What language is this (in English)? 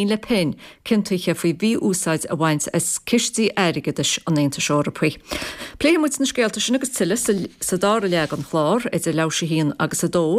Irish